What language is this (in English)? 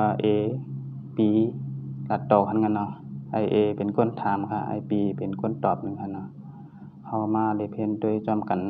Shan